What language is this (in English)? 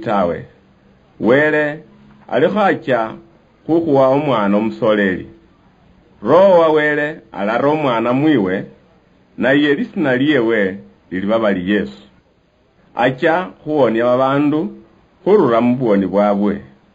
Luyia